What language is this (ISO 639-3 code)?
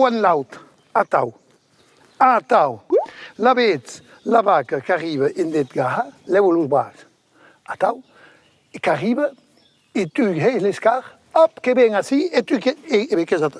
oci